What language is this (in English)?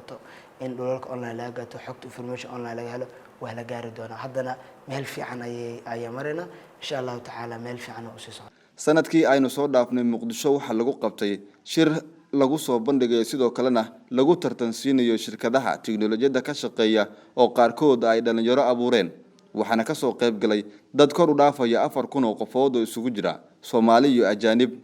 Somali